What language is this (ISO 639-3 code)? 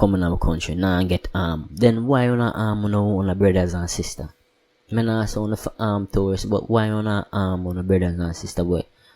jam